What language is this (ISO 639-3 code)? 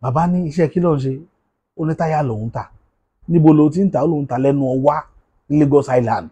yor